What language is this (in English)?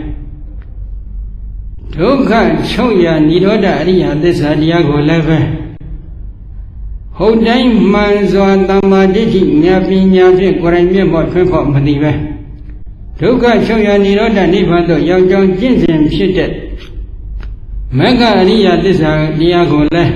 Burmese